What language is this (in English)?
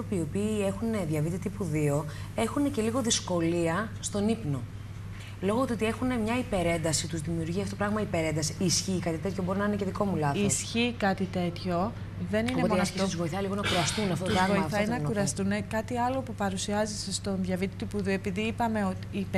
Greek